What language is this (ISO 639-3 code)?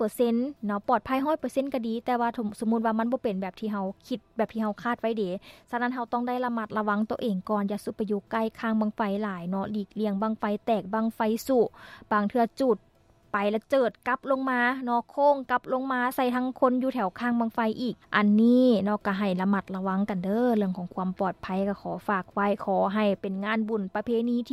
lao